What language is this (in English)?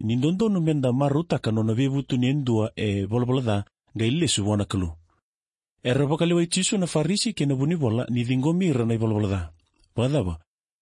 Fijian